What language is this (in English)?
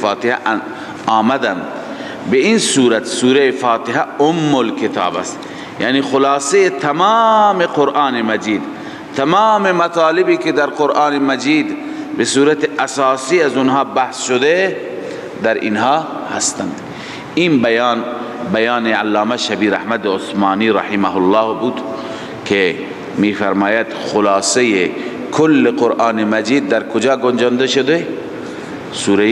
Persian